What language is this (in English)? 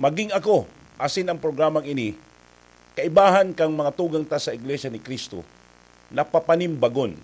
Bikol